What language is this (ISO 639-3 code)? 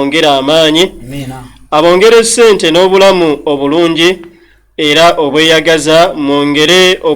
lug